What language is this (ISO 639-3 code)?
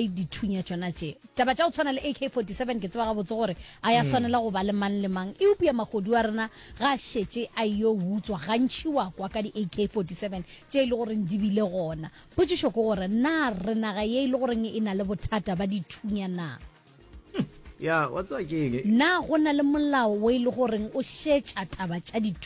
nso